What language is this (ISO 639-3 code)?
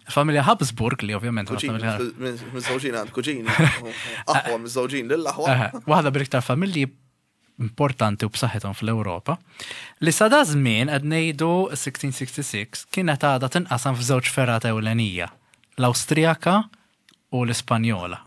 mlt